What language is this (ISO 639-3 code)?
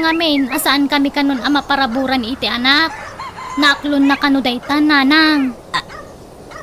ilo